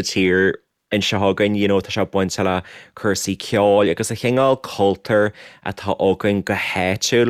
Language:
Irish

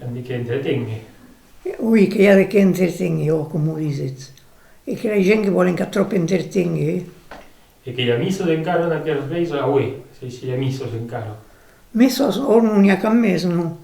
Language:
Occitan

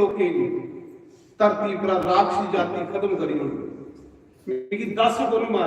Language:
Dogri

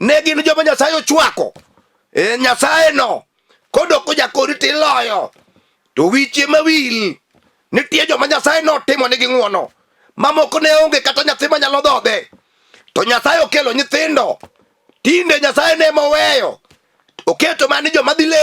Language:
Luo (Kenya and Tanzania)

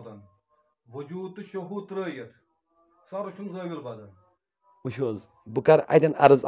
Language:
Kashmiri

